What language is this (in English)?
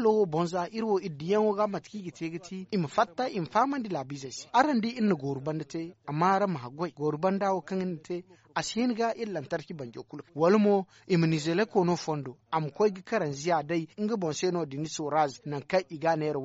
Zarma